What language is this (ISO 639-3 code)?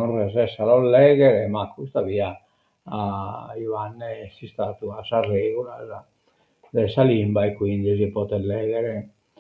srd